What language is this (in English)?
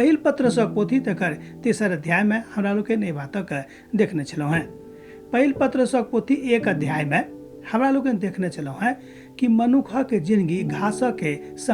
Maithili